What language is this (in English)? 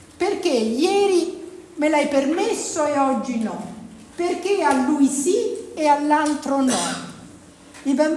Italian